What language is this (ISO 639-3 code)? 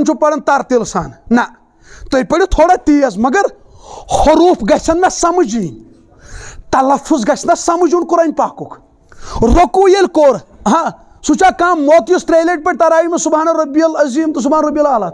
kas